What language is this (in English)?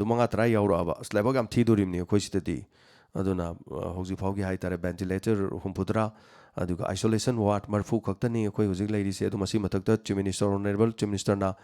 Manipuri